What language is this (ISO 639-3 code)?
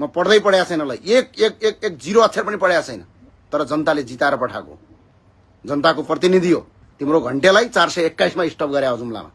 nep